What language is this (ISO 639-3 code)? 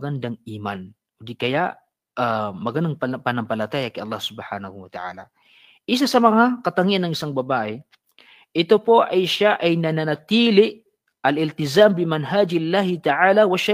mrw